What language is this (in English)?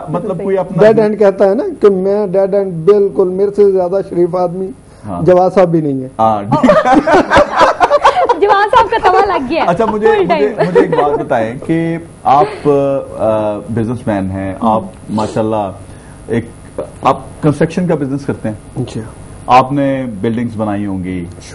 Urdu